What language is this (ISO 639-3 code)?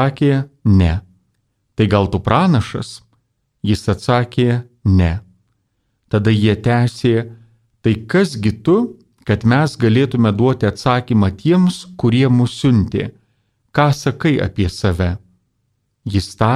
lit